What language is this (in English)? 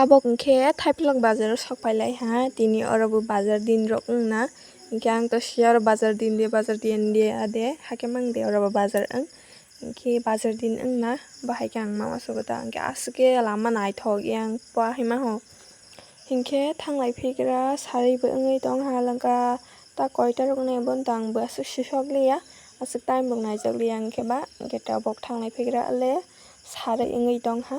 Kok Borok